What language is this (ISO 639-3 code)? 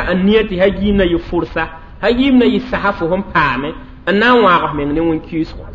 mos